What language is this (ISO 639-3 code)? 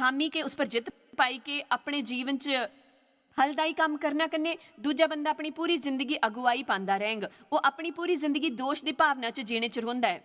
doi